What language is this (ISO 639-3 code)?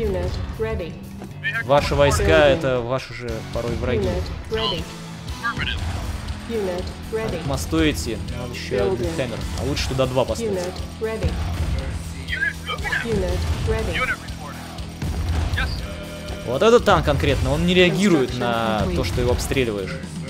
rus